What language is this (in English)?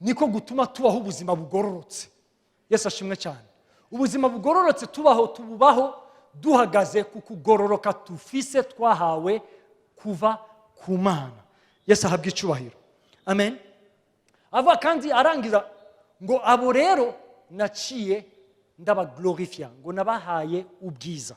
Rundi